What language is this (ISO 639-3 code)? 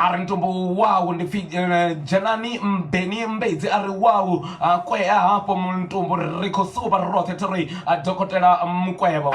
ven